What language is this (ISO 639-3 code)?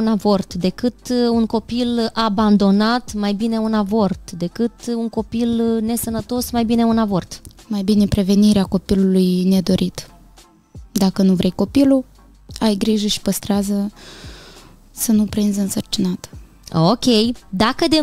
ron